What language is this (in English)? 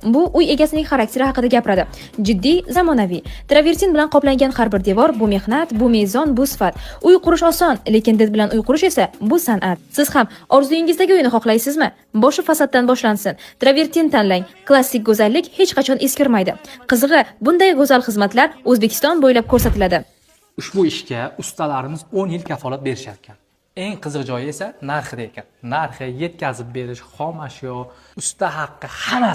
Uzbek